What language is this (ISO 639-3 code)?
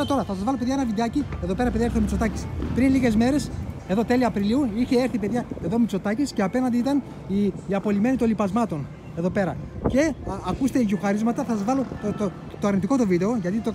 ell